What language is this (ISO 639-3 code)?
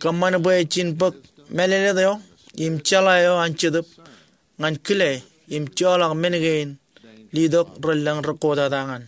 mah